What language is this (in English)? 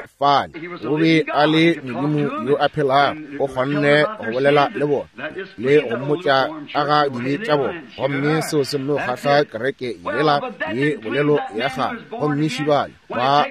Northern Sotho